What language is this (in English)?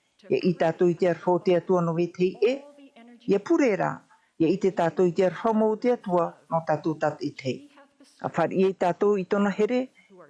Tahitian